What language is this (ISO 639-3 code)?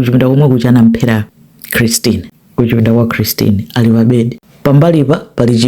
nya